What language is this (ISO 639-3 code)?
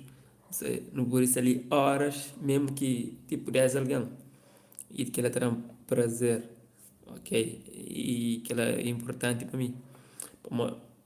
kea